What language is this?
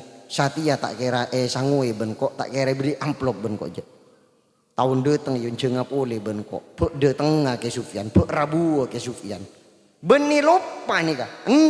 Madurese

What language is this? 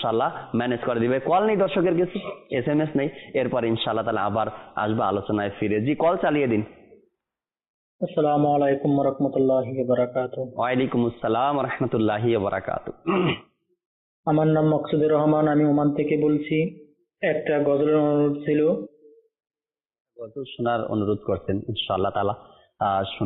Bangla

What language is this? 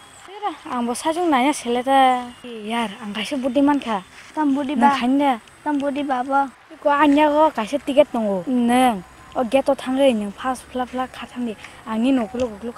Kok Borok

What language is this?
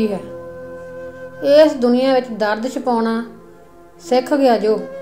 Punjabi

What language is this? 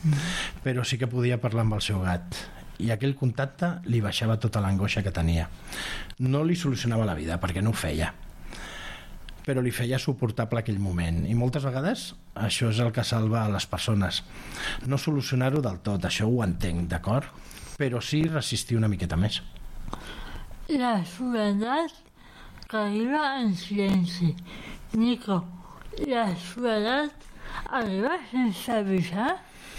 Catalan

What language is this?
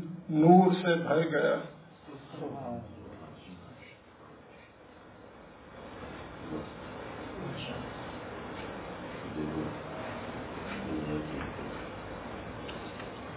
Urdu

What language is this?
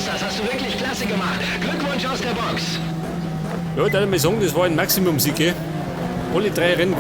Bavarian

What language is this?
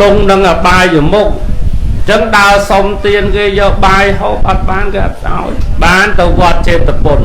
Khmer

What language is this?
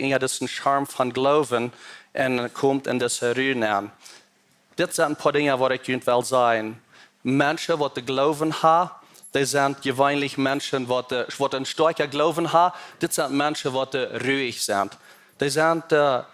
Plautdietsch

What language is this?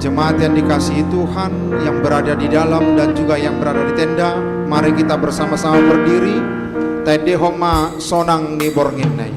Batak Toba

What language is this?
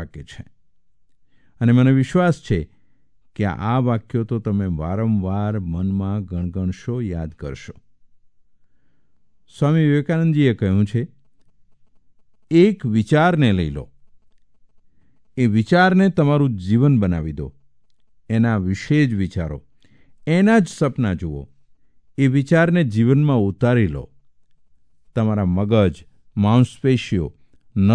Gujarati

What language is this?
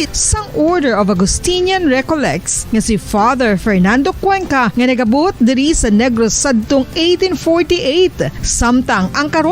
Hiligaynon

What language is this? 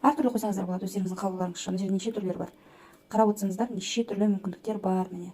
Kazakh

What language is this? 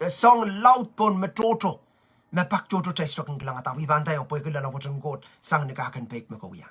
Pohnpeian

